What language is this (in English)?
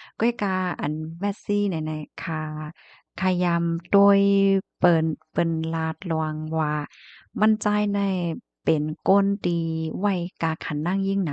Shan